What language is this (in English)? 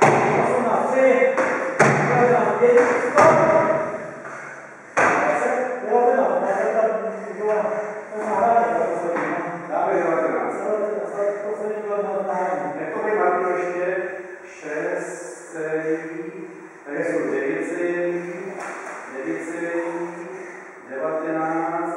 Czech